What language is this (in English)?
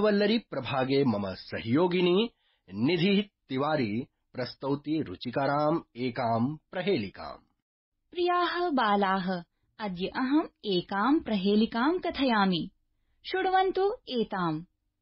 Sanskrit